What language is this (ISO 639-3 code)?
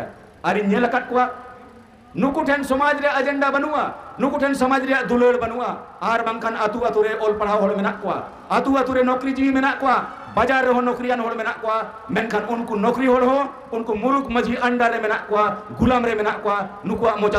sat